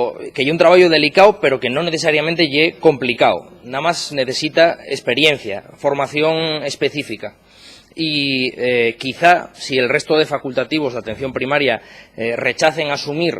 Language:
Asturian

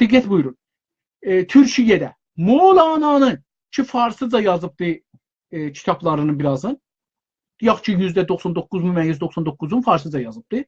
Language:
South Azerbaijani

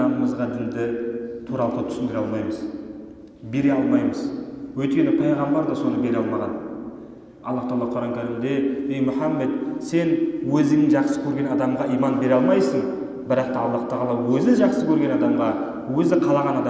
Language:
Kazakh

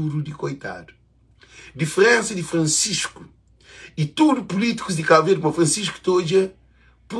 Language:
Kabuverdianu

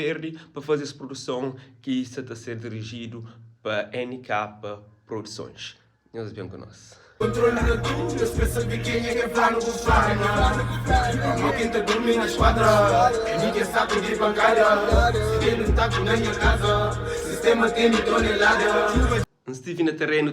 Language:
Kabuverdianu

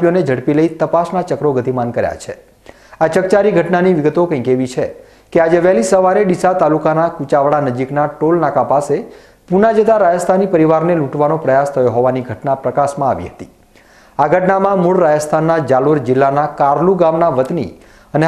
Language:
Gujarati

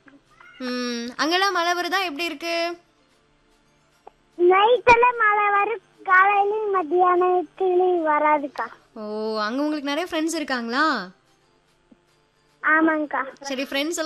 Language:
Tamil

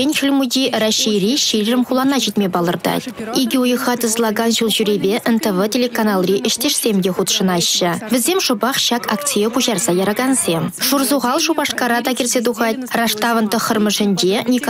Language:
Chuvash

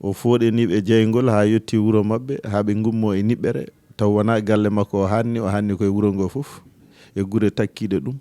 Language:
Fula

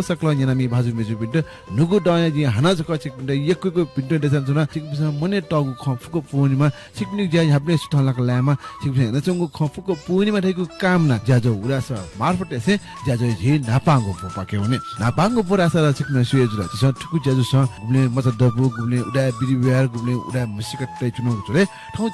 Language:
Newari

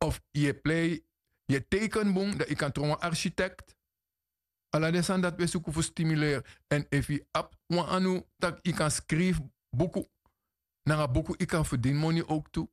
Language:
Sranan Tongo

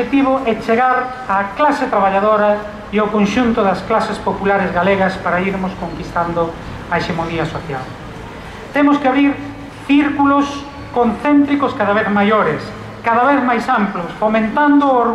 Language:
Galician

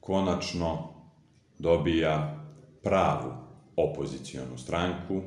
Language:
Serbian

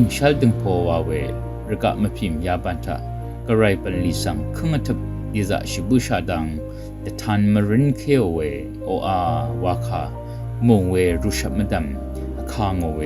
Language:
Rawang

